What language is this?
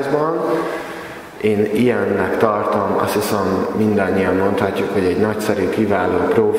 Hungarian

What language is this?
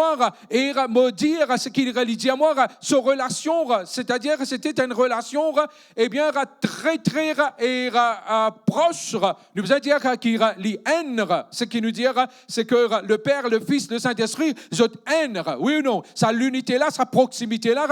Morisyen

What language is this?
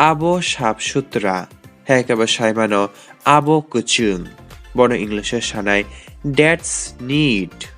Kok Borok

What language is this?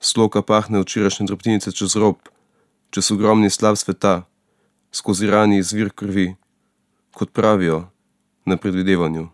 Slovenian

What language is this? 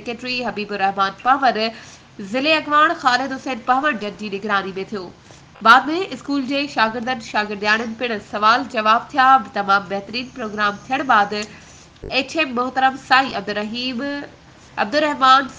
Sindhi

